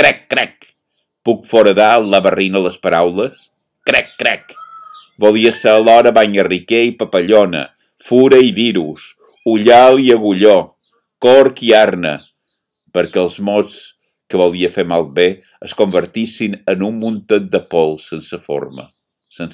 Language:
Catalan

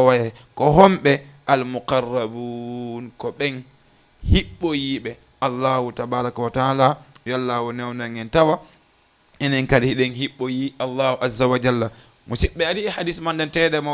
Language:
Fula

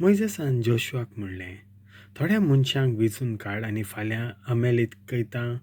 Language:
Konkani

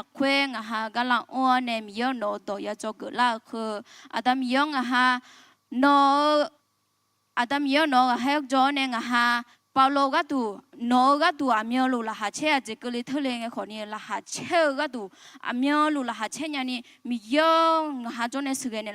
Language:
Akha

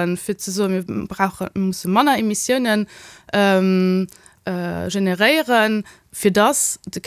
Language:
Luxembourgish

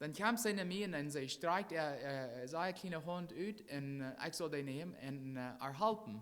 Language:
Plautdietsch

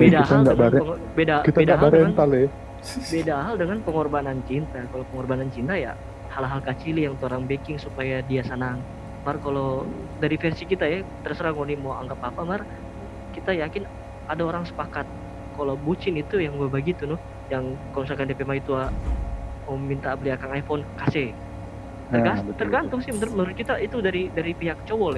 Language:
Manado Malay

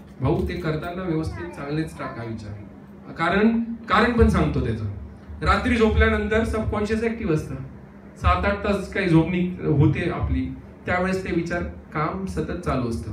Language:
Marathi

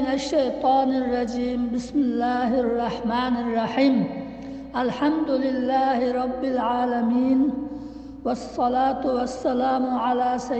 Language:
Uyghur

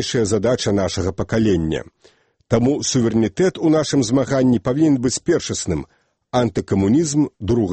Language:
Belarusian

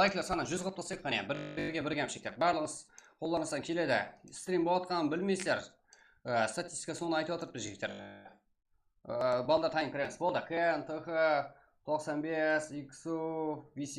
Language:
Kara-Kalpak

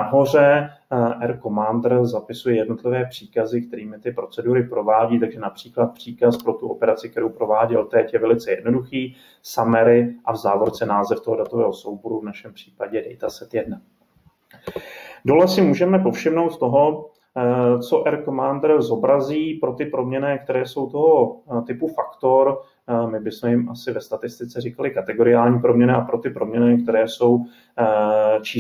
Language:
Czech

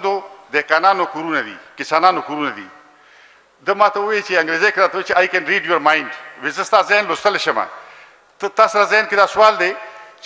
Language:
Pashto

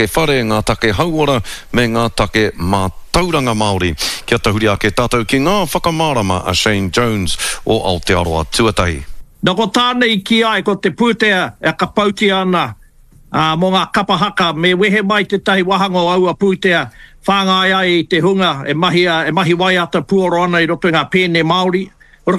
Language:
Māori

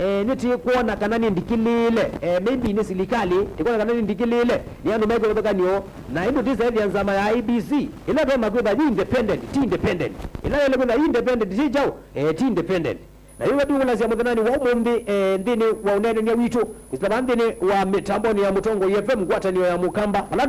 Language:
Kamba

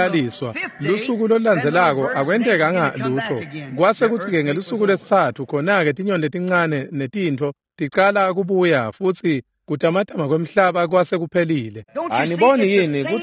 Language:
Swati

